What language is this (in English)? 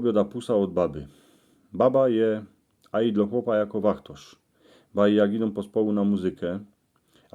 Silesian